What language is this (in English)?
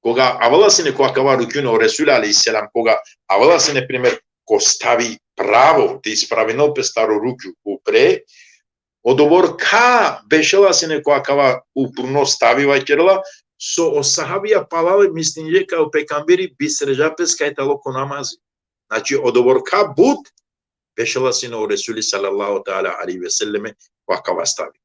Balkan Romani